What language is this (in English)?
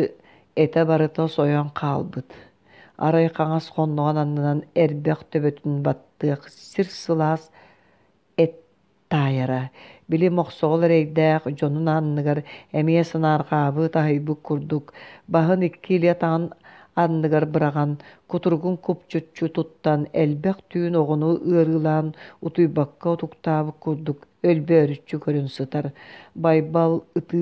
Yakut